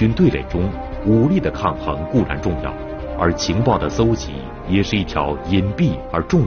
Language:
Chinese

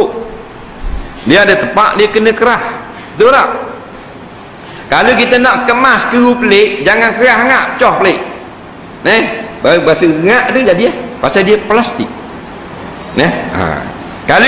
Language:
Malay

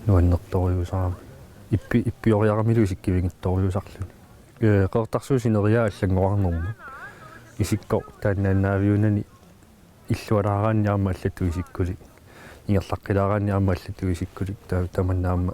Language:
Kalaallisut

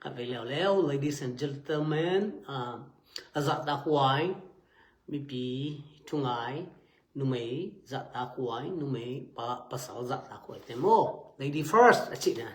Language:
Tedim Chin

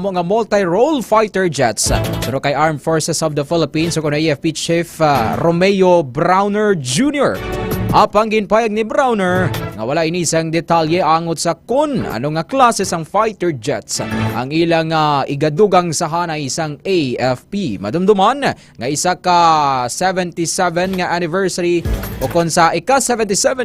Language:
Hiligaynon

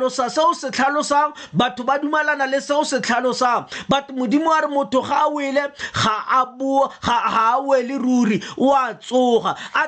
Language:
Tswana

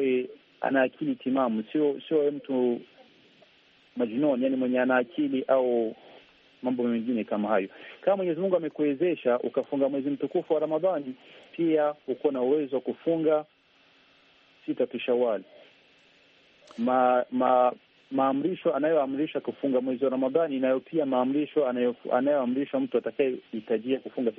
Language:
Swahili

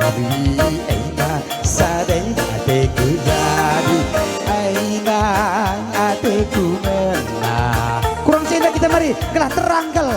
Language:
Batak Karo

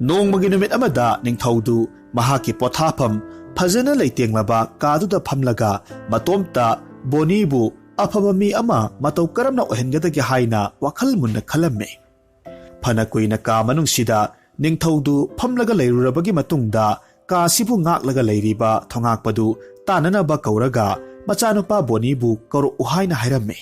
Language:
Manipuri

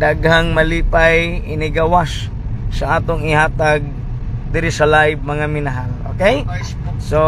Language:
Cebuano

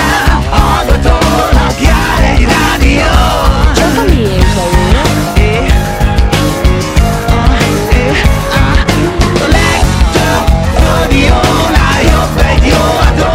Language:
Hungarian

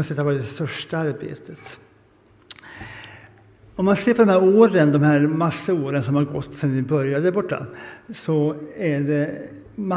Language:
Swedish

